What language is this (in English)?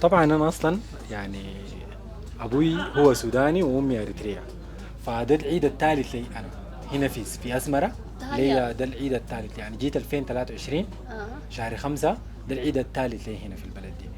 Sudanese Arabic